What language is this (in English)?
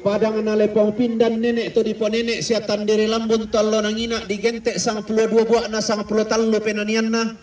Toraja-Sa'dan